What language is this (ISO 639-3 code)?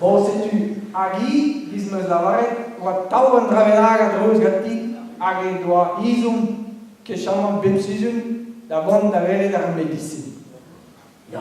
bre